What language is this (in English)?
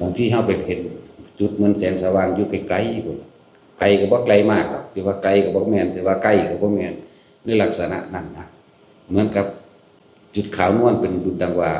Lao